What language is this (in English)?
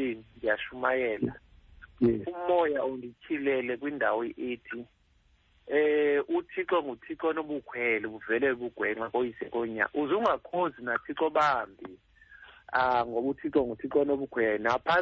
Xhosa